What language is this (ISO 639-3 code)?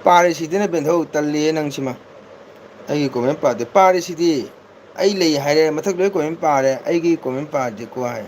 mni